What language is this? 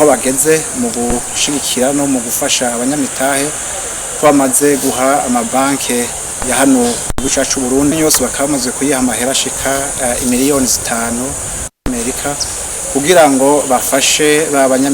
Rundi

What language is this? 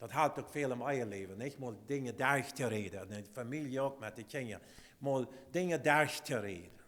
Plautdietsch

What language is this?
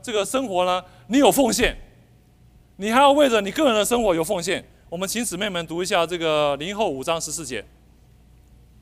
Chinese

